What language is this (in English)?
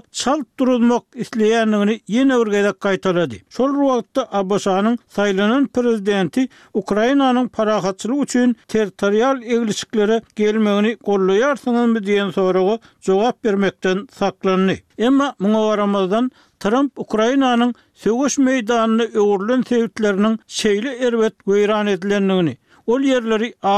Turkmen